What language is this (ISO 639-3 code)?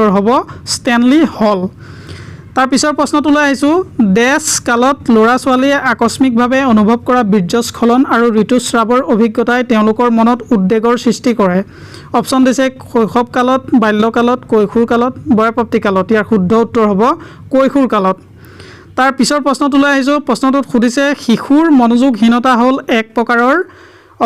asm